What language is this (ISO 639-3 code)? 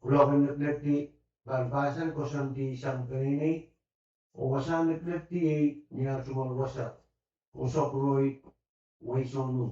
pon